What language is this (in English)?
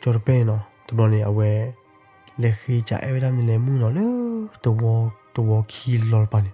S'gaw Karen